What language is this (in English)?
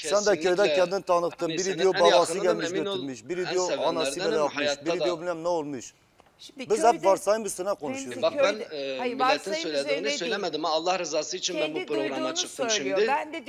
Turkish